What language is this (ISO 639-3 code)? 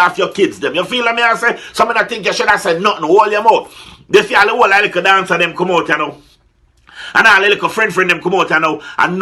jam